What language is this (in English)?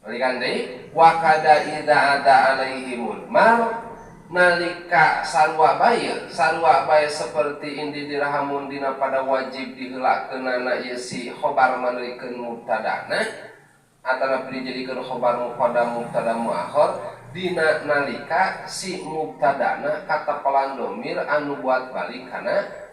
Sundanese